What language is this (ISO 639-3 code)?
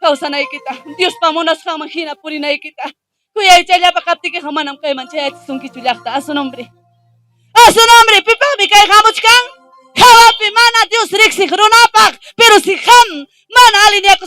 quy